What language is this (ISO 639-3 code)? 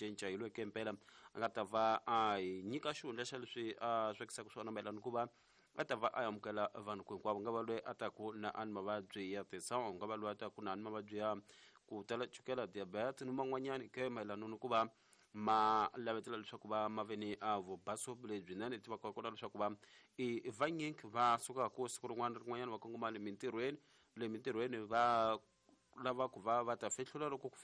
tso